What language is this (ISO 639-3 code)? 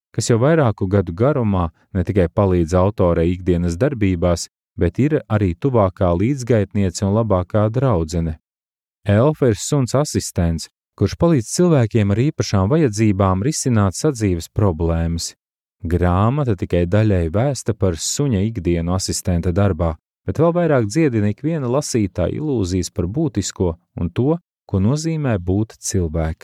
lav